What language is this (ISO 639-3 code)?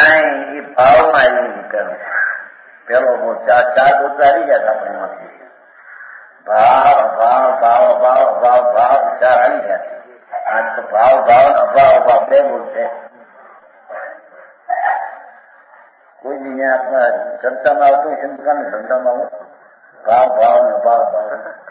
guj